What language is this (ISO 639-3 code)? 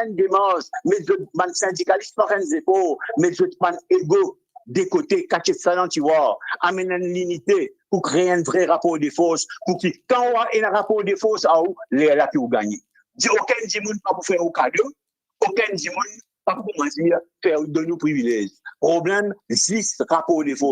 mfe